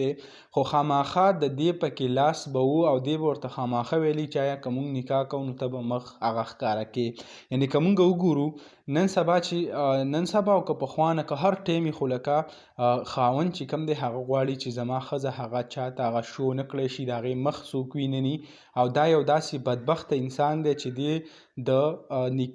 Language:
Pashto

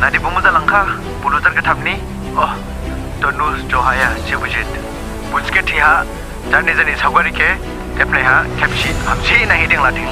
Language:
Dimasa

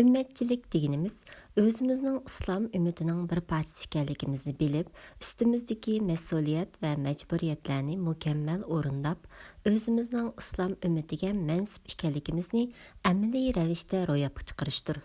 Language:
Uyghur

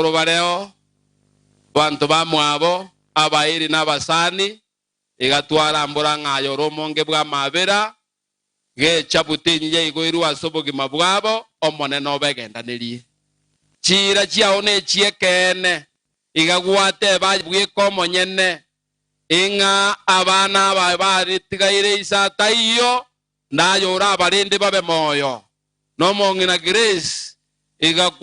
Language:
Gusii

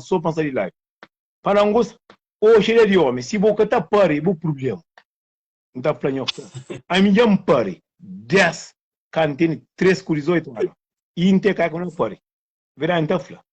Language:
Kabuverdianu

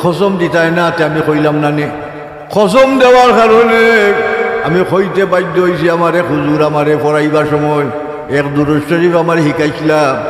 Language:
Sylheti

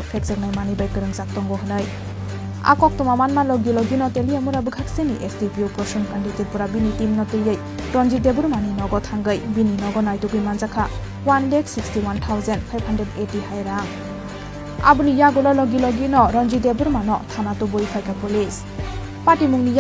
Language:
Kok Borok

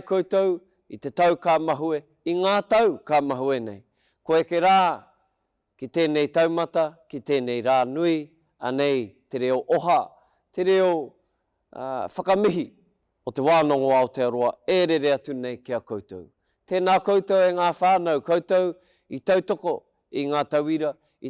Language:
Māori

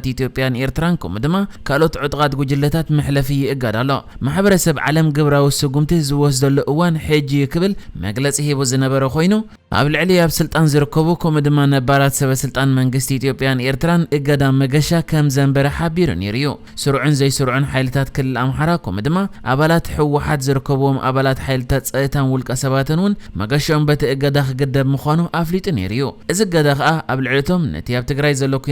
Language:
Tigrinya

